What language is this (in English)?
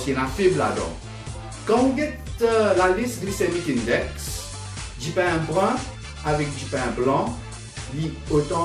Morisyen